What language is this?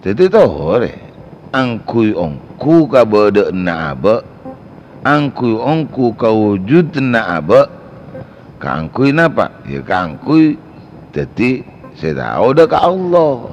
Madurese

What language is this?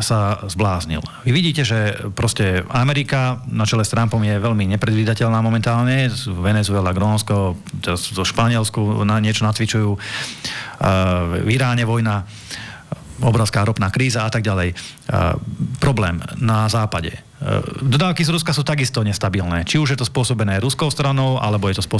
Slovak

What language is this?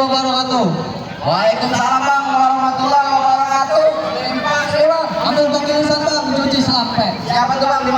Betawi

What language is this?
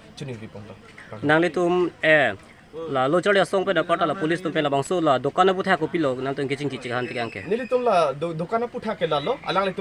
Karbi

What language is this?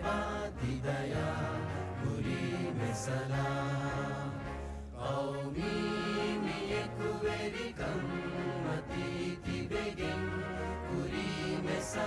Divehi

